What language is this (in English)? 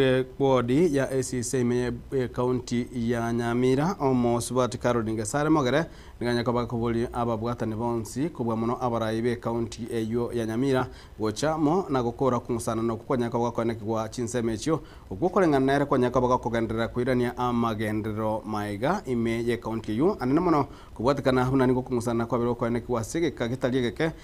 Gusii